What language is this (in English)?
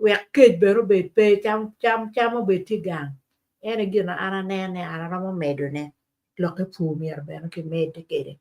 Acoli